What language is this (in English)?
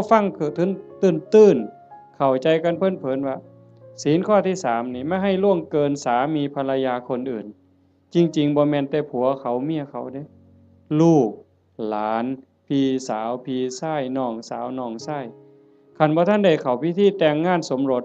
Northeastern Thai